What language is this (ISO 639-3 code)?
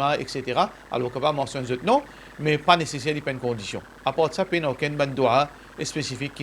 mfe